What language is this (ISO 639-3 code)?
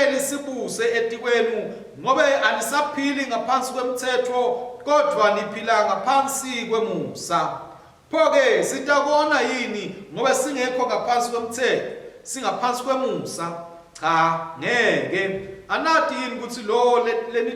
ssw